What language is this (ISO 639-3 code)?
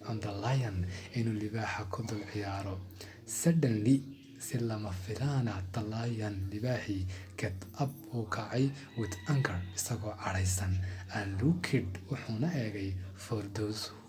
som